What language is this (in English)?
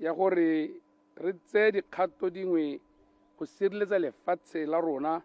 Tswana